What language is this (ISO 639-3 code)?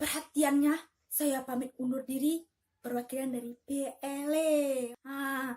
min